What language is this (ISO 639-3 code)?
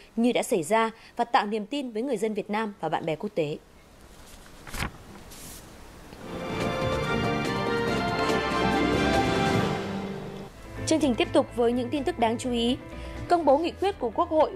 vie